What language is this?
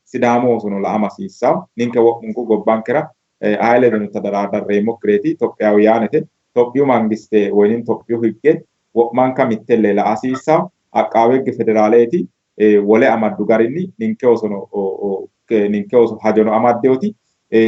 Sidamo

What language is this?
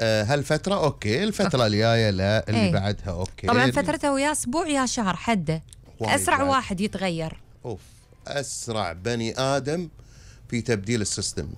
Gulf Arabic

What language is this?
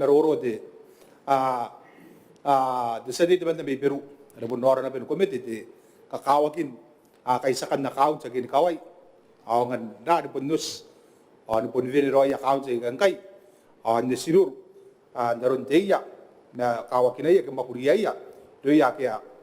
Gilbertese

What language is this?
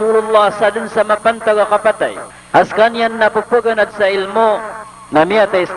Maranao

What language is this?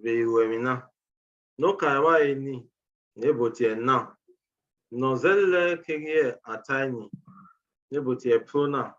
Bini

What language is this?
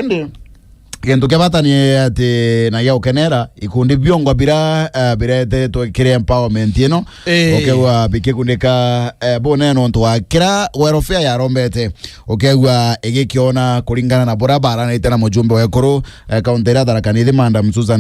Meru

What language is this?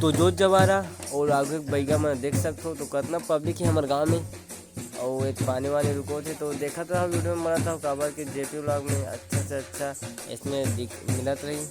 Chhattisgarhi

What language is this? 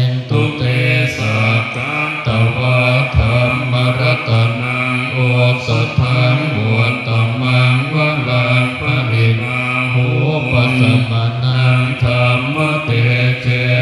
Pali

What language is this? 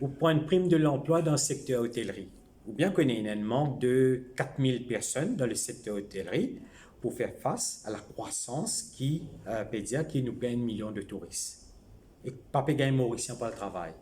Morisyen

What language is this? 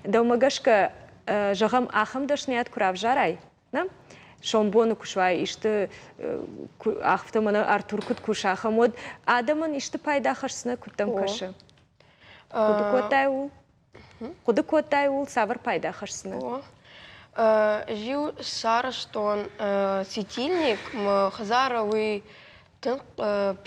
Ossetic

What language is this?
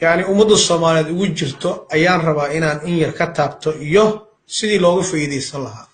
Somali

